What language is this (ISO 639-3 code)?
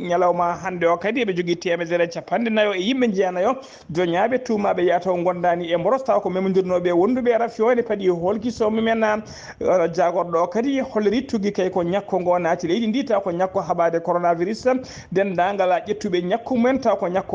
ful